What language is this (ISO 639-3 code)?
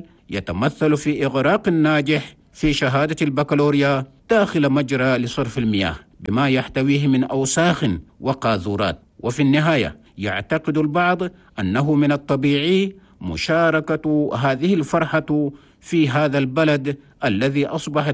ara